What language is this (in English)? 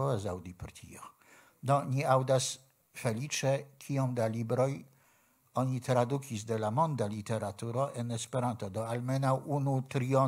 Esperanto